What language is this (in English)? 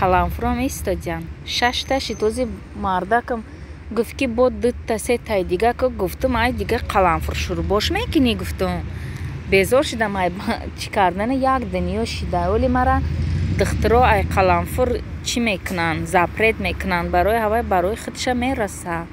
Tajik